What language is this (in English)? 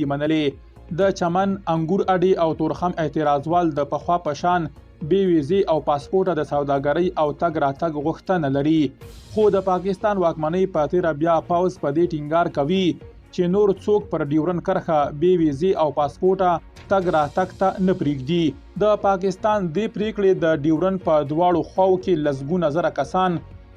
Pashto